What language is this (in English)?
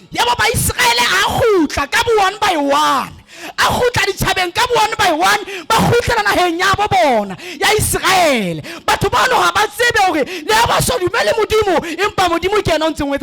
Southern Sotho